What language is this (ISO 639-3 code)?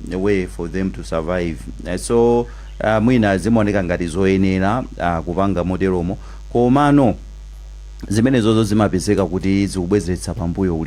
nya